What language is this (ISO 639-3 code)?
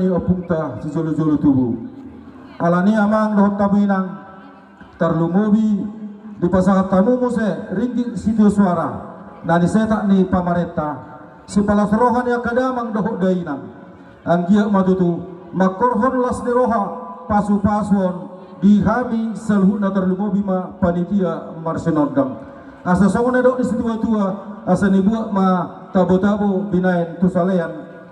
bbc